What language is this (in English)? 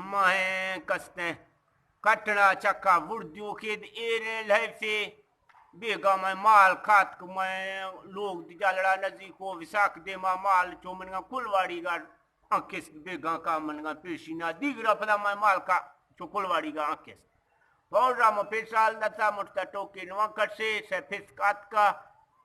Eastern Balochi